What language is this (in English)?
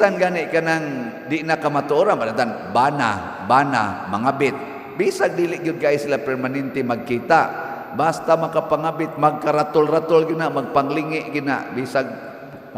Cebuano